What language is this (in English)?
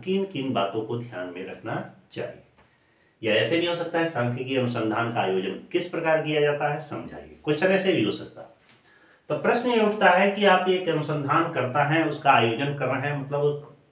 Hindi